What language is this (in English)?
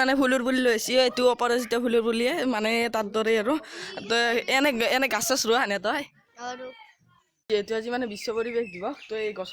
Assamese